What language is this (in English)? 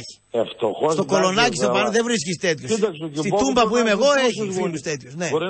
Greek